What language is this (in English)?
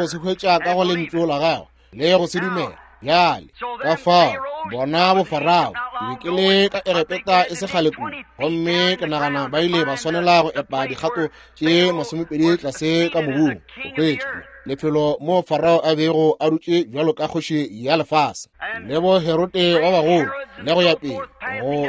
Northern Sotho